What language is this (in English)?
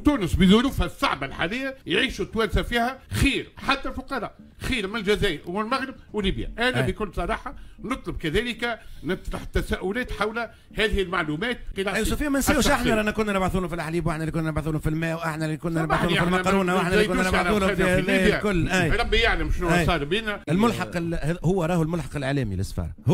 Tunisian Arabic